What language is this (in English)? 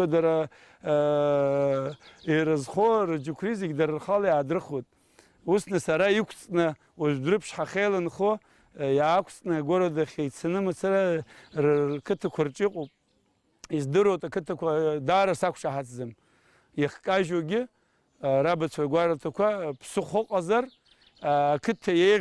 Abkhazian